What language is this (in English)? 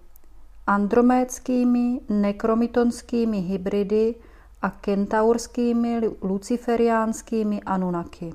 Czech